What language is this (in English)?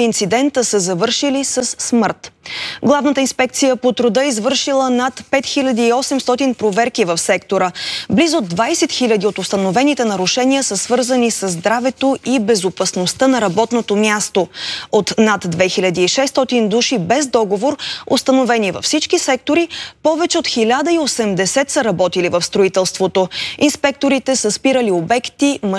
Bulgarian